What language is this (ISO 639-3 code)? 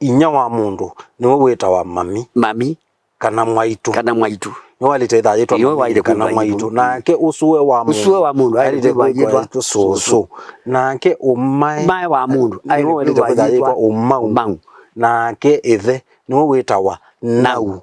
kam